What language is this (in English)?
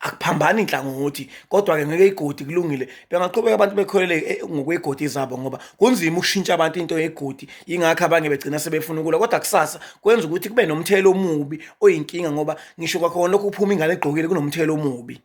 Zulu